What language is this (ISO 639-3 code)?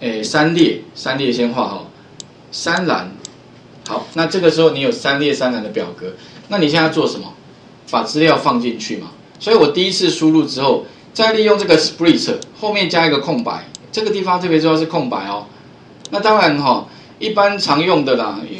zho